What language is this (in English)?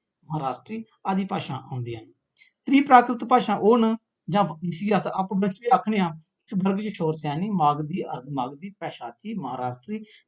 Dogri